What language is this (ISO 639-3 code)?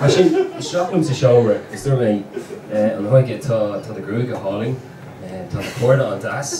gle